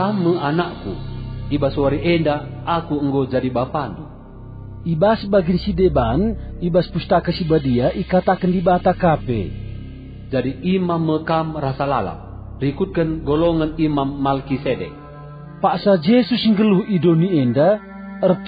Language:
Batak Karo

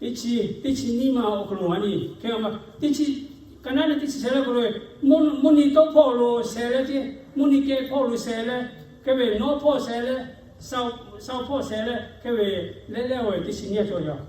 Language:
Lahu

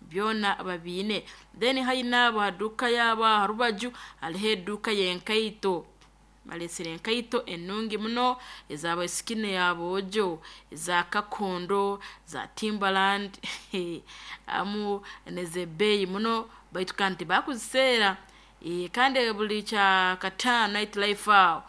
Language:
Nyoro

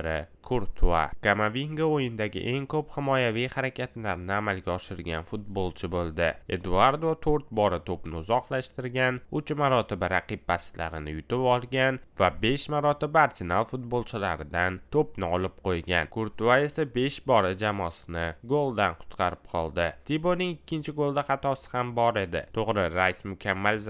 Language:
Uzbek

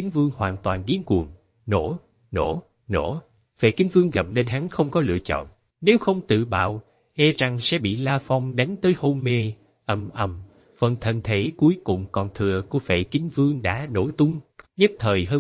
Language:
Vietnamese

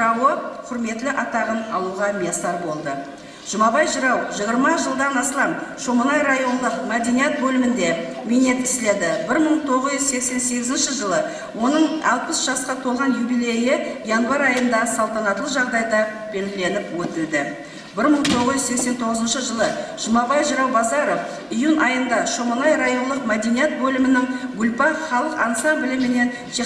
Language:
Kara-Kalpak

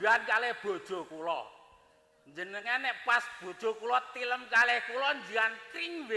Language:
Javanese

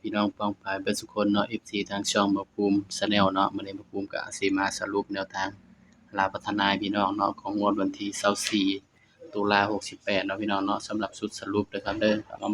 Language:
Northeastern Thai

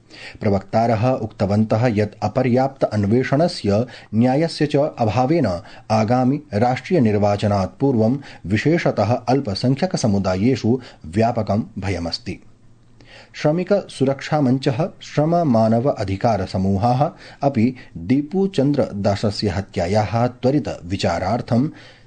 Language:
Sanskrit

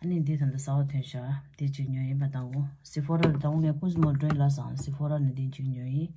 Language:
Tibetan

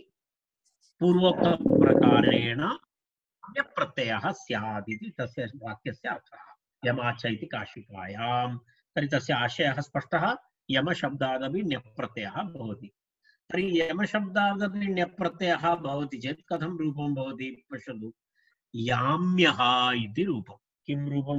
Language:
Sanskrit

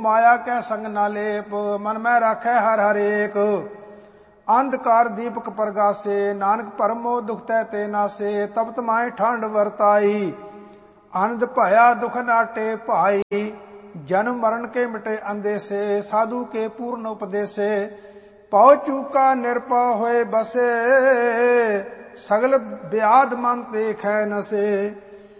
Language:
Punjabi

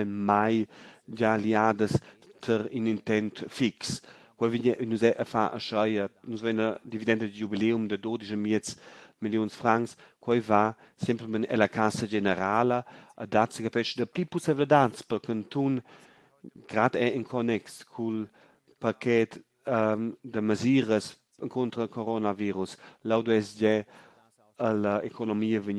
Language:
Romansh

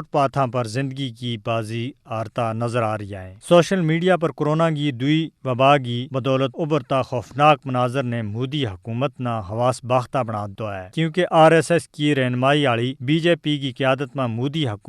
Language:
Gujari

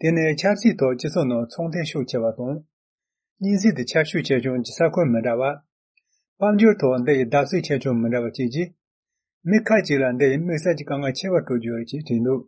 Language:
Tibetan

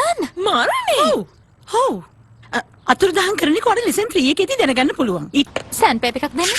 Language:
Sinhala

